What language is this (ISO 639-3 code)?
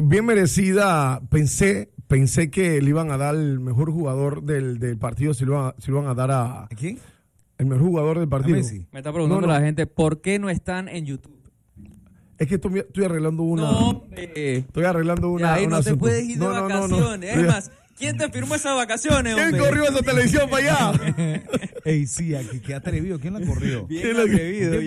spa